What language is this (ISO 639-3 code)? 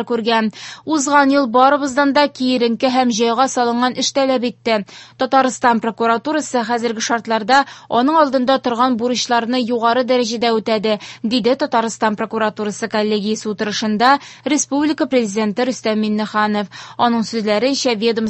tat